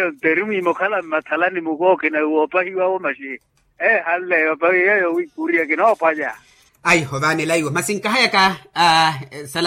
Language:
Makhuwa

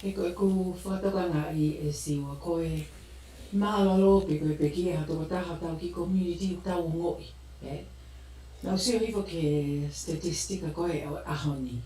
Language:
Tongan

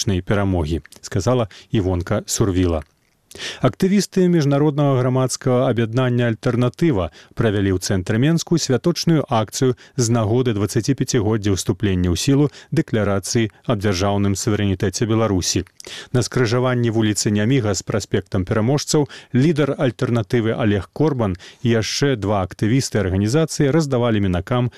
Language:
Belarusian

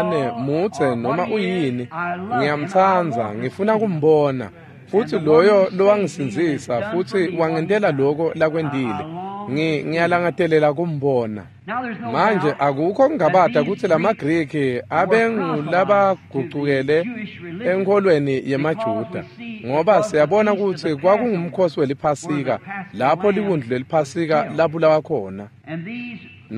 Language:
Swati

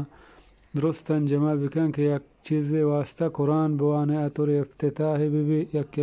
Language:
Eastern Balochi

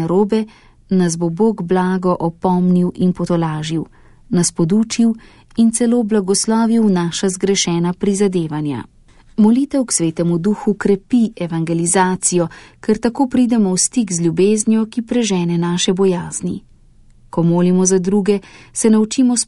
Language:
Slovenian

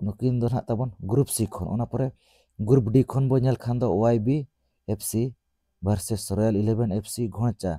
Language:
Santali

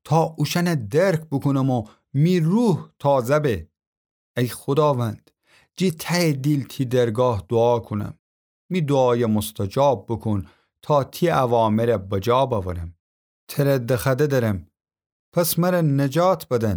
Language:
Gilaki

